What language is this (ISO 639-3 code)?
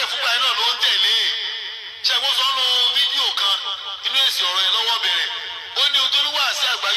yor